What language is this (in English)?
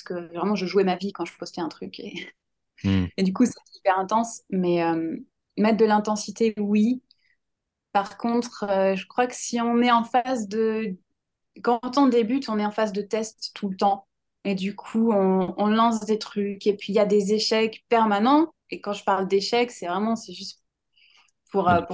French